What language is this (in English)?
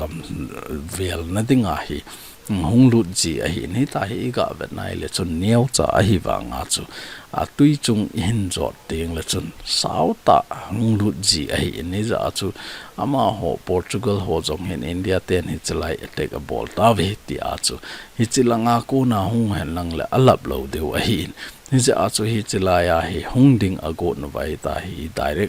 Thado Chin